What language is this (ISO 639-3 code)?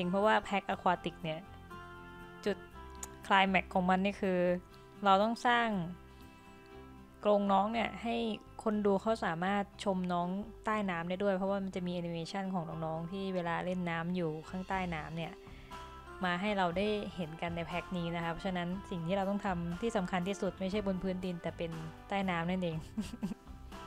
tha